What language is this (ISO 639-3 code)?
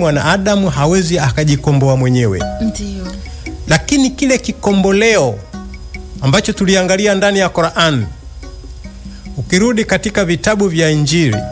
swa